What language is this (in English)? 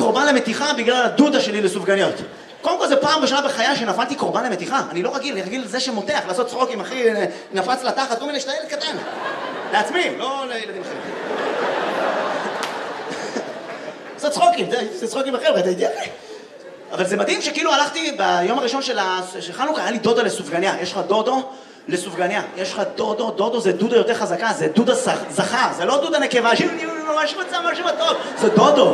Hebrew